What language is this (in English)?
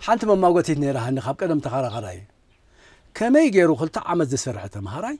Tigrinya